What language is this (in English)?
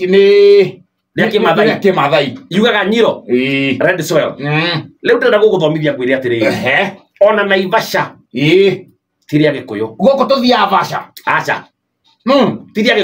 Kikuyu